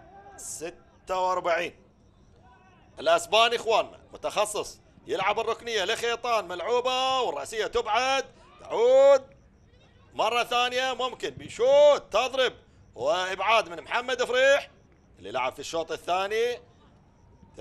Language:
Gulf Arabic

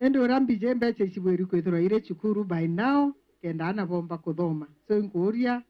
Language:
Meru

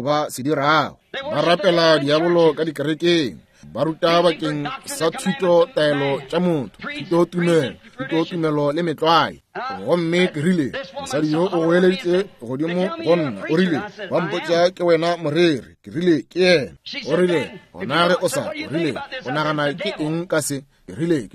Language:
Northern Sotho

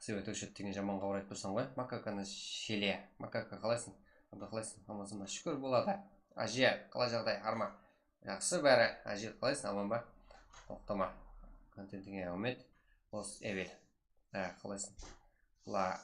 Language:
Kara-Kalpak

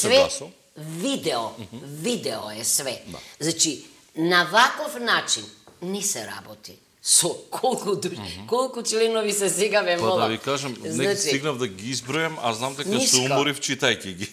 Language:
Macedonian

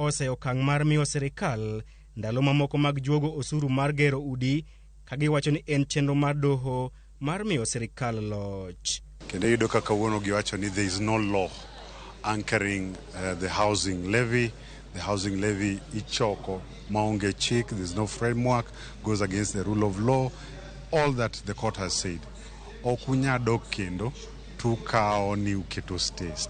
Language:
Luo (Kenya and Tanzania)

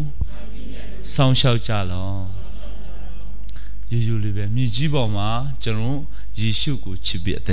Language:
Burmese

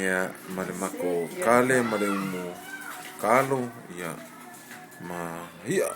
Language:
Samoan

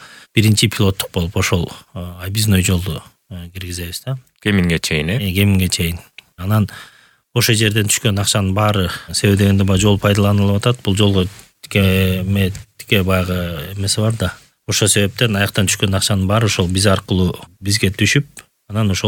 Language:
Kyrgyz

